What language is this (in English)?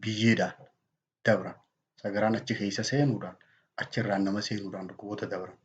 Oromo